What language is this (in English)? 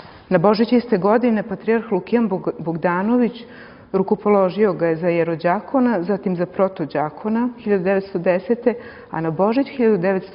Serbian